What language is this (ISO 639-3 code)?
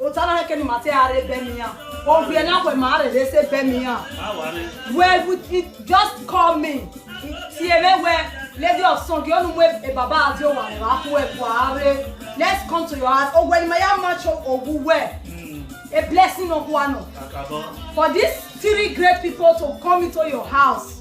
pcm